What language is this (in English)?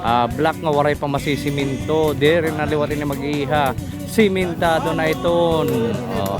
Waray